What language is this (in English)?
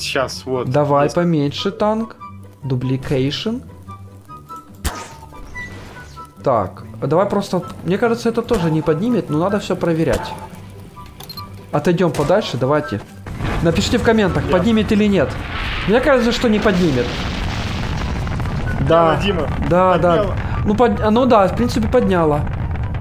Russian